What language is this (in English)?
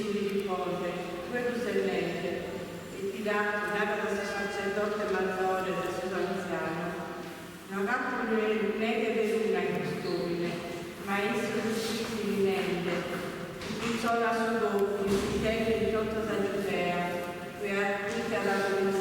Sardinian